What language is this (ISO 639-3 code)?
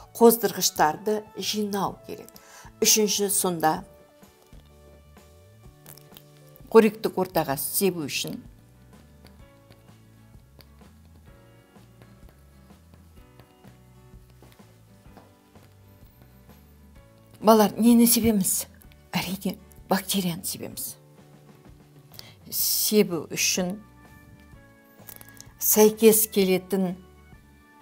kaz